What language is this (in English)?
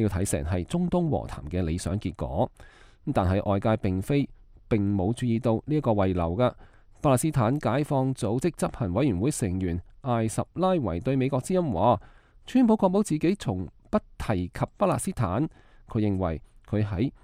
Cantonese